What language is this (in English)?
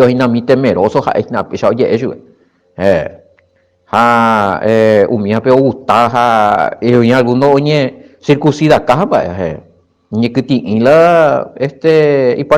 Guarani